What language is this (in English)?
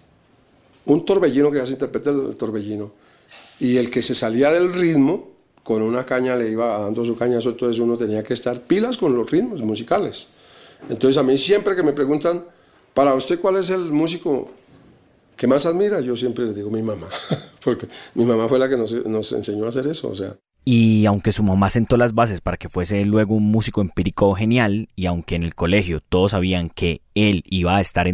Spanish